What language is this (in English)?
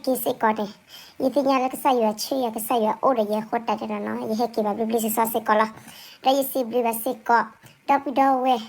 S'gaw Karen